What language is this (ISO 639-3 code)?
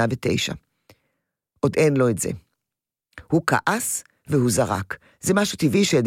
heb